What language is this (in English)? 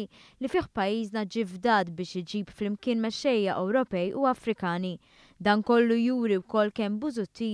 Maltese